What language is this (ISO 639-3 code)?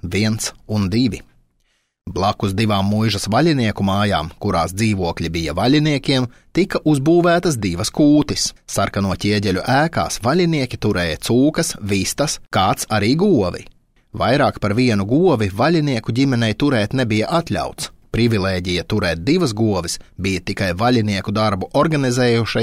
lav